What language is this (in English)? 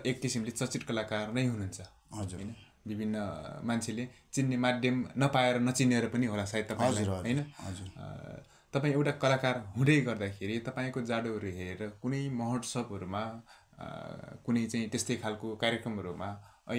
Nepali